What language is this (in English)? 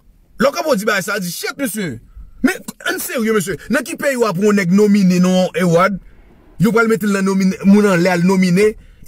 Haitian Creole